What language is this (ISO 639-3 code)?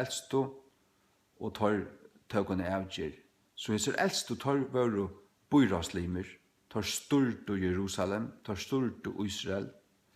fao